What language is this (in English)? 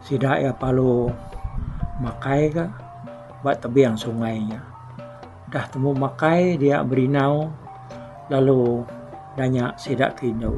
Iban